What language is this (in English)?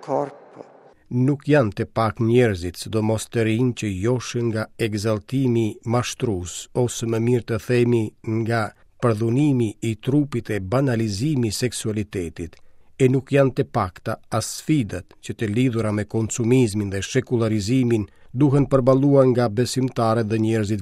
Albanian